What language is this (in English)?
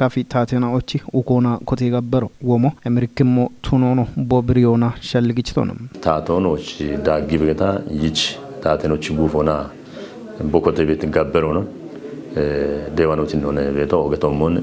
Kafa